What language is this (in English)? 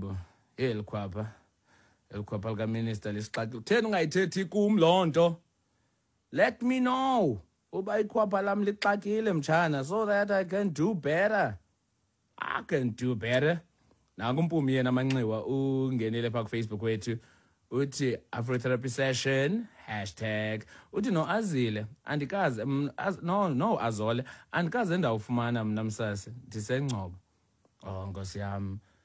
Xhosa